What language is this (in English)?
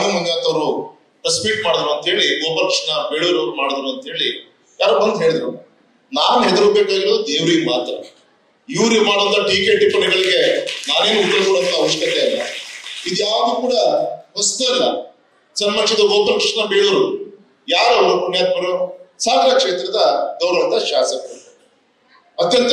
Kannada